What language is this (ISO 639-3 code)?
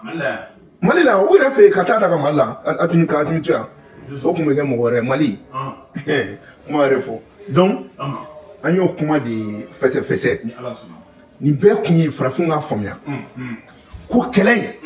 bam